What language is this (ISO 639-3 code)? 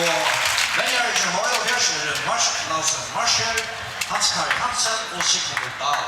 fao